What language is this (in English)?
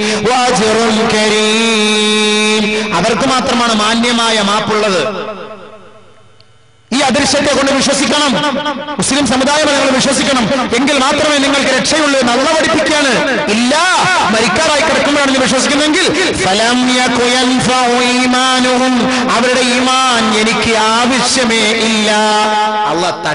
Malayalam